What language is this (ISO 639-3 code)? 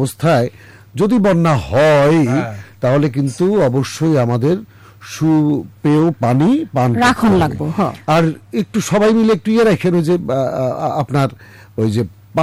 ben